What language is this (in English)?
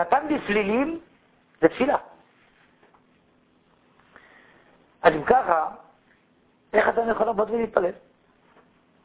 Hebrew